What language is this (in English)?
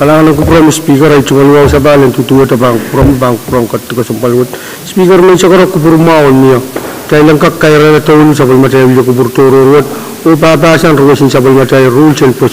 Pohnpeian